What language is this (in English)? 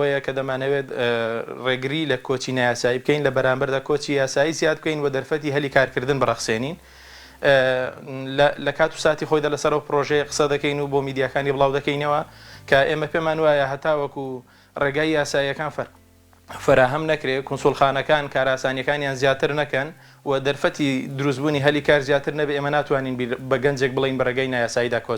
Central Kurdish